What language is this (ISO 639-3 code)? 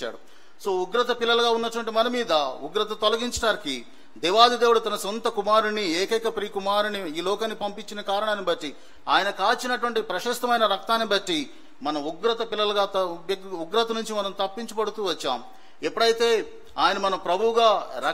tel